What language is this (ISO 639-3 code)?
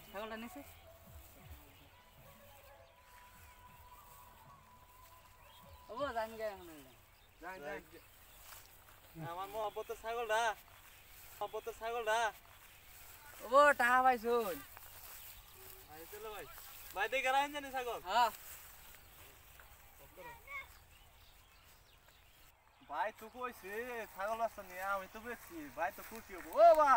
ben